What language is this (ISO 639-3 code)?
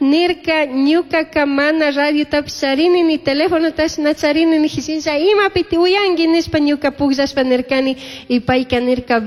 qug